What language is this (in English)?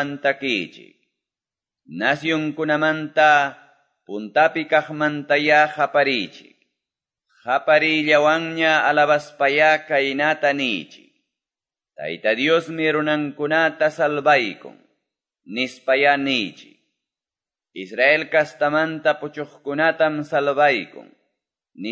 Quechua